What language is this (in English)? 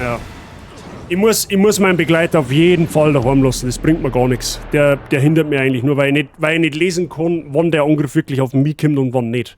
Bavarian